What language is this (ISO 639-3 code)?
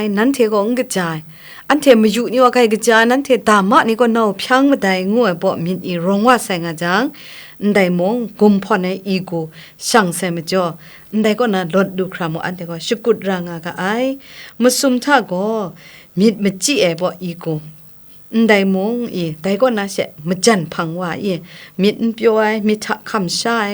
kac